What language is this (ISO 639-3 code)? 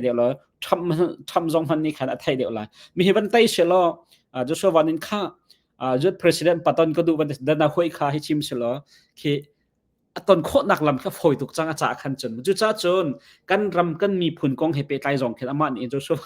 cnh